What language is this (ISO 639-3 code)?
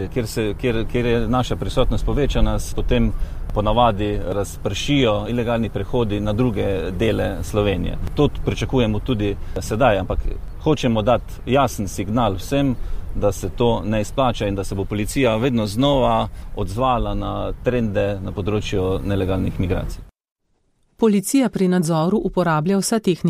slv